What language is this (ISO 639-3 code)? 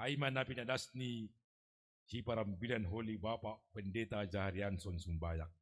bts